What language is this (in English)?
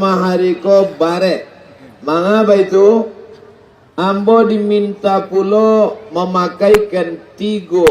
Minangkabau